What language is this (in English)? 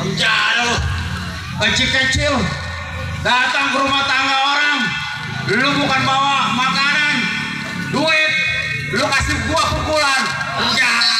Betawi